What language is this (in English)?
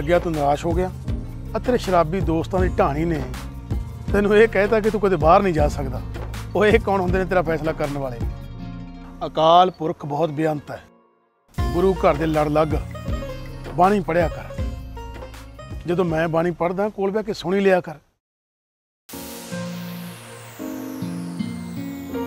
Punjabi